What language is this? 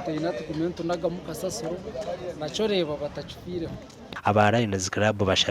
Nyankole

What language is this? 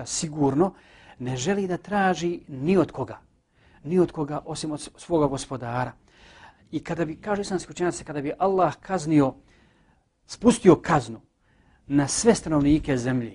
Bosnian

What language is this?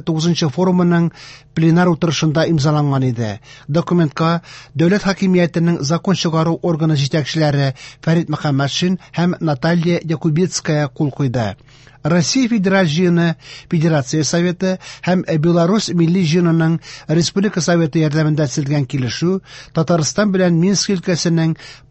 Tatar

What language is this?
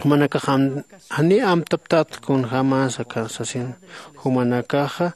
Aymara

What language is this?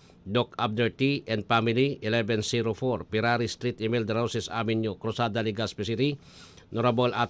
Bikol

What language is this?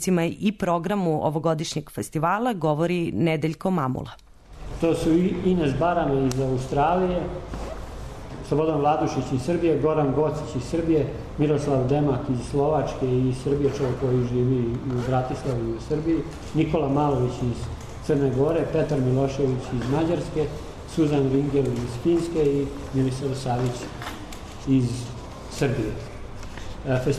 Serbian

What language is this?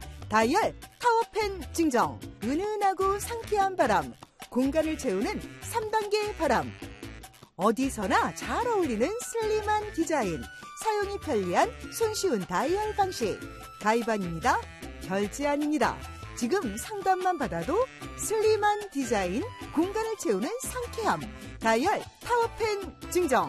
Korean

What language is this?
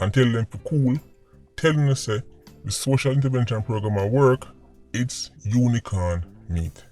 Jamaican Creole English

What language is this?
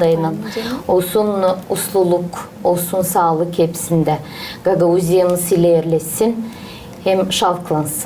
Gagauz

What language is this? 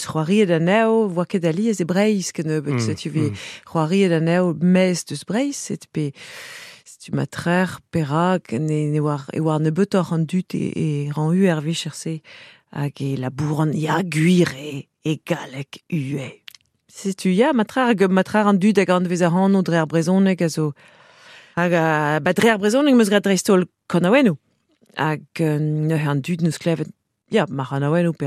Breton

